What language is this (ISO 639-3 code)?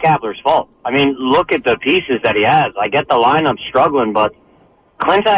eng